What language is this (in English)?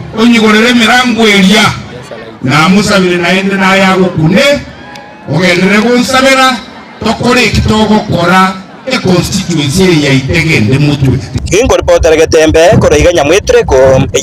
Gusii